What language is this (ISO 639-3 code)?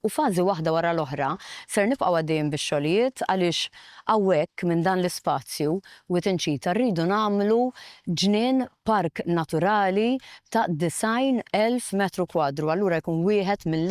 mlt